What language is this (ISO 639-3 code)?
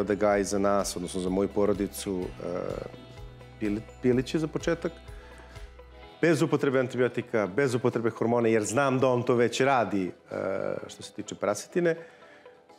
srp